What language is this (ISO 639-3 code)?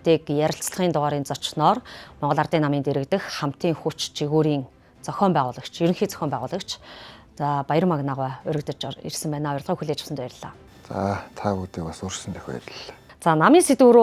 mon